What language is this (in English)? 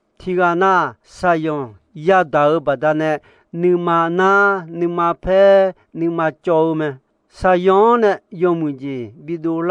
Akha